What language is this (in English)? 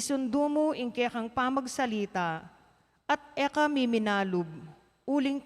Pampanga